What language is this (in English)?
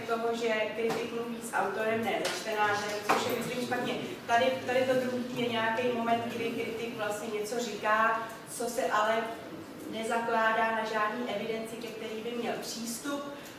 Czech